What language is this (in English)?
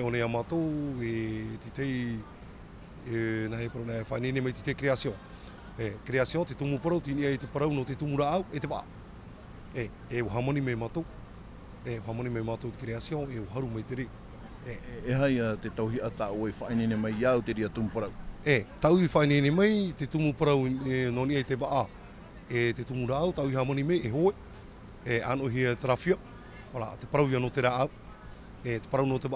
Tahitian